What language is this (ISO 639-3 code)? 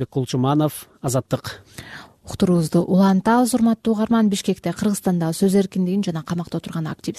kir